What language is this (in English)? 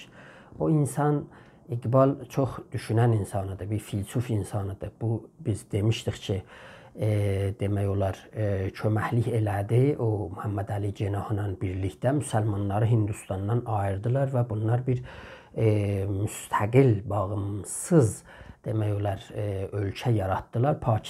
South Azerbaijani